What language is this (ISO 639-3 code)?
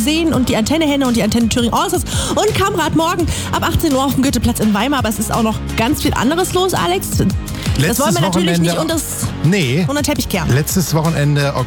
deu